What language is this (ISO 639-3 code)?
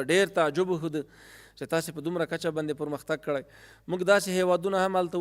pus